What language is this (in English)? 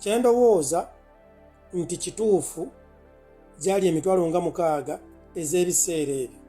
Ganda